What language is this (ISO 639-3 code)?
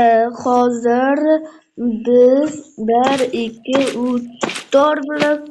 uzb